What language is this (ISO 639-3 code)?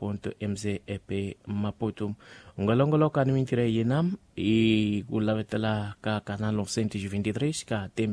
tso